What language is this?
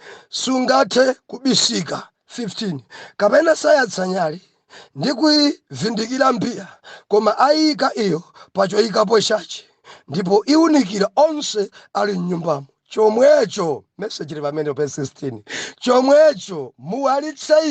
Nyanja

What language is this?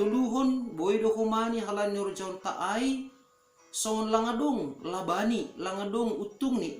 Batak Simalungun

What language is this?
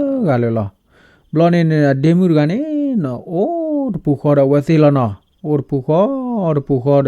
S'gaw Karen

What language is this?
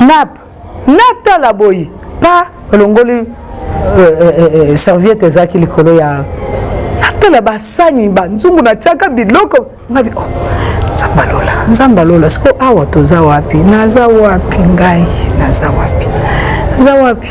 Lingala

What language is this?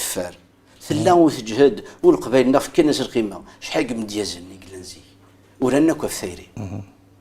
Kabyle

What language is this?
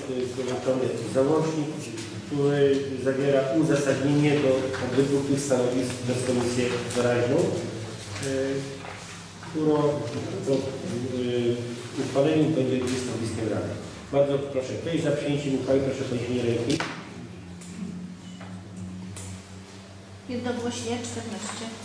Polish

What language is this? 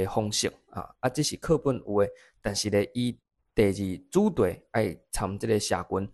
Min Nan Chinese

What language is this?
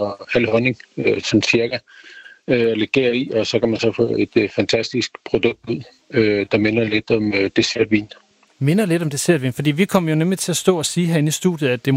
Danish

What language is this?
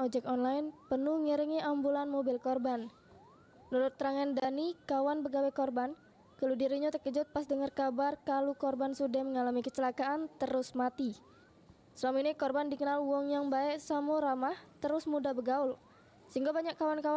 Musi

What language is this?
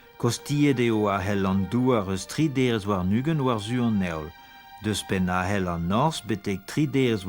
Breton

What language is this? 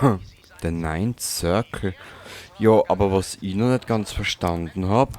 Bavarian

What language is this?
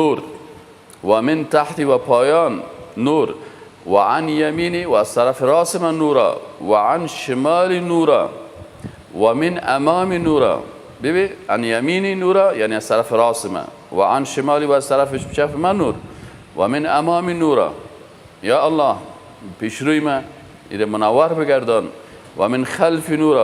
Persian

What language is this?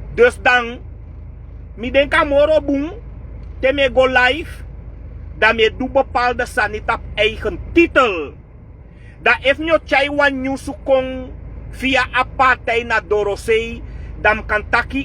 Sranan Tongo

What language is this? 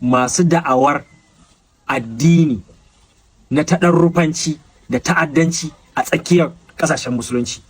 Hausa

